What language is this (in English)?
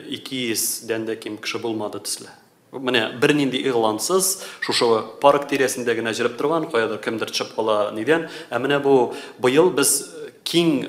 Tatar